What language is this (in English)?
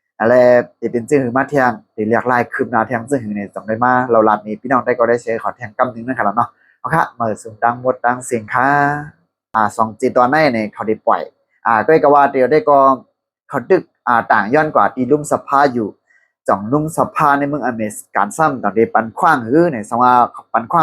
Shan